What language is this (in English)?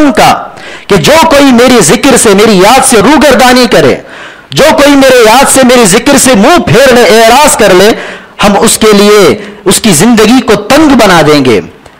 Urdu